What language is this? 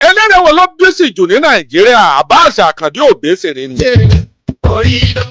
Yoruba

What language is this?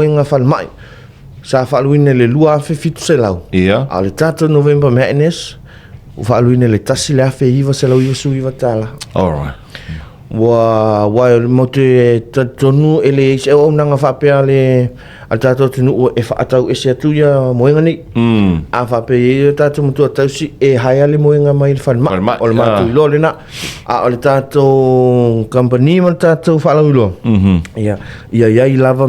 Samoan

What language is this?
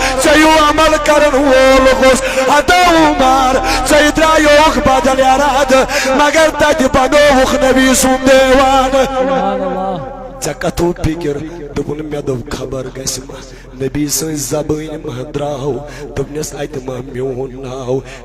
Kashmiri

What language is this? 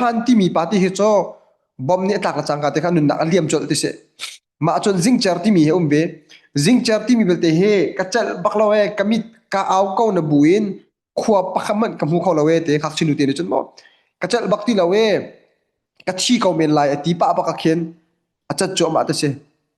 Hakha Chin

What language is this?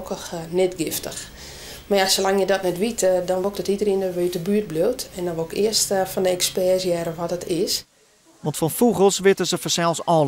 Western Frisian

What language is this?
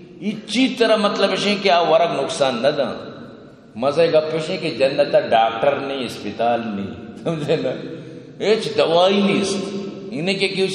Eastern Balochi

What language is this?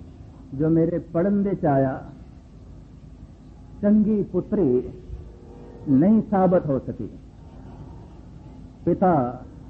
Punjabi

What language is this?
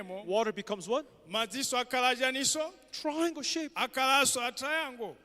Nyanja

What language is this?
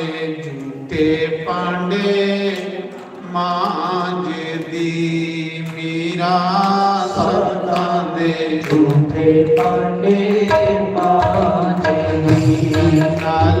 Dogri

